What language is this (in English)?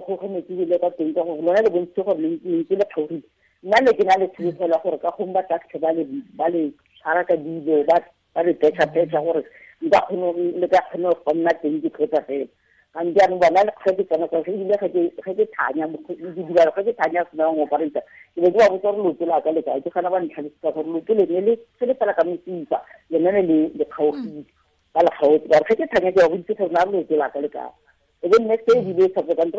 Tswana